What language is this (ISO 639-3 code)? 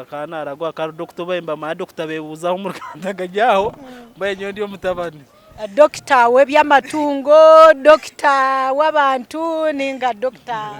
nyn